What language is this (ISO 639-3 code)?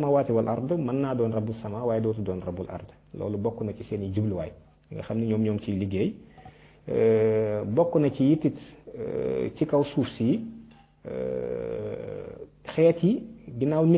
wol